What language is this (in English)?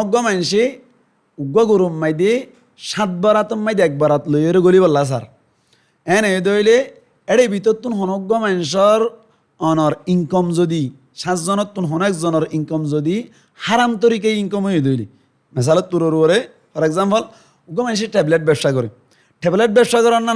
Rohingya